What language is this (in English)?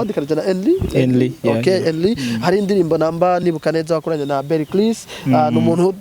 Rundi